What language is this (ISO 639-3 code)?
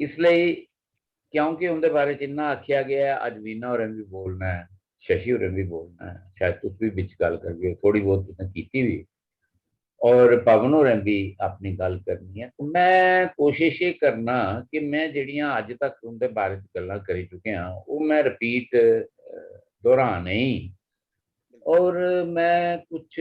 doi